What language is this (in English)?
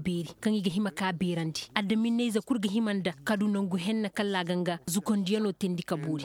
Koyraboro Senni